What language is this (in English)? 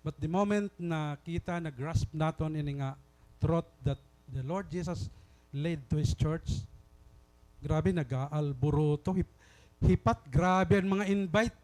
Waray